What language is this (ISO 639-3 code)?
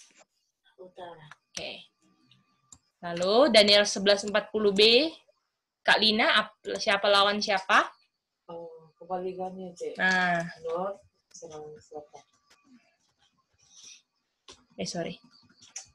ind